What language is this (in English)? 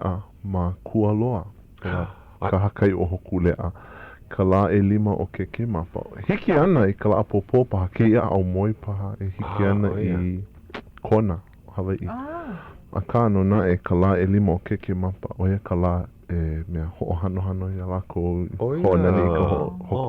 Hawaiian